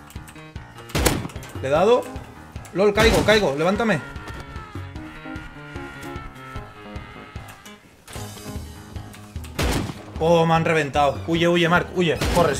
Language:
Spanish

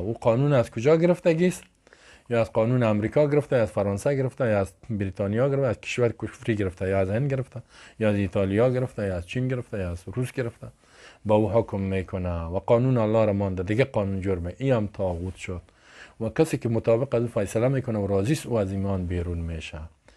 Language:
Persian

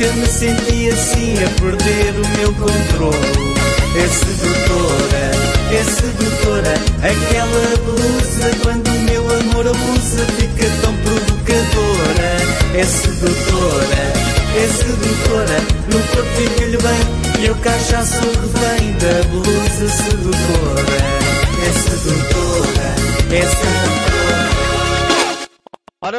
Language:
Portuguese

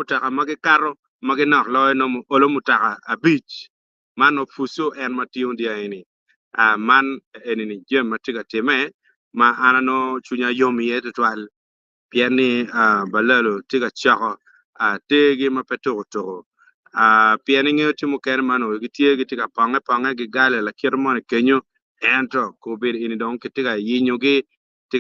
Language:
Acoli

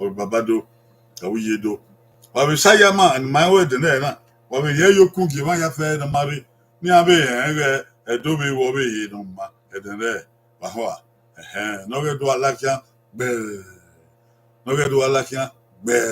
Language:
Bini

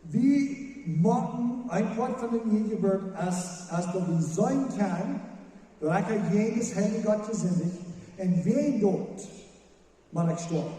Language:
Plautdietsch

